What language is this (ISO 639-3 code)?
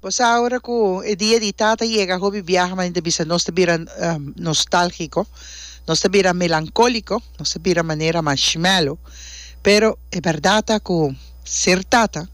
pap